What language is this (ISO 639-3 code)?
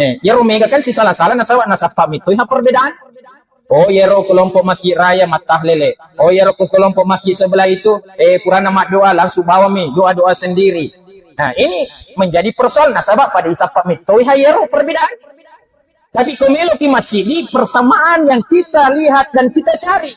bug